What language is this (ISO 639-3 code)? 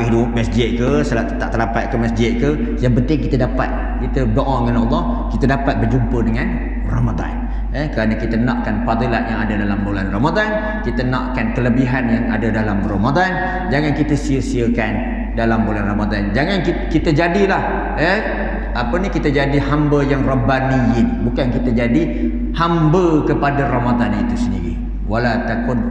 msa